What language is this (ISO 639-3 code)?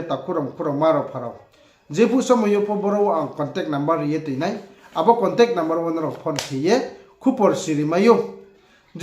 ria